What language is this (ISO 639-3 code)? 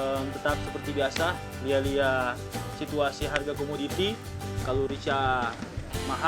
xmm